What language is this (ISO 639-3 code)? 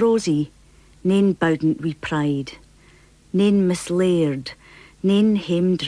sco